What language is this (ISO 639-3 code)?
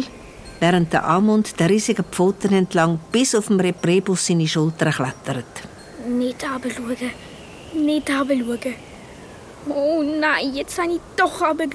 gsw